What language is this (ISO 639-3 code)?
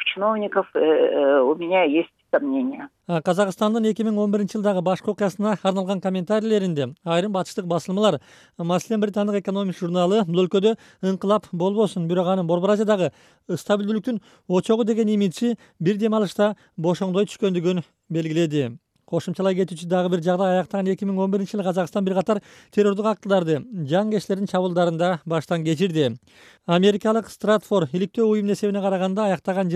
kir